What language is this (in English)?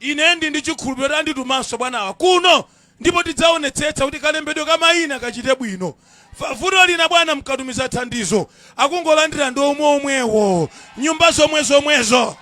Nyanja